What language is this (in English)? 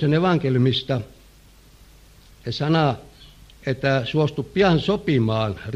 Finnish